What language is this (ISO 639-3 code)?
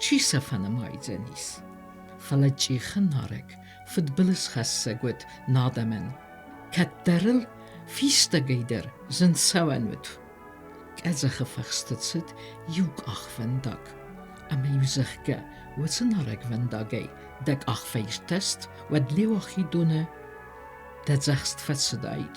oss